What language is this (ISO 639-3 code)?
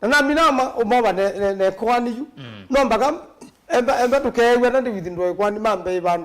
kam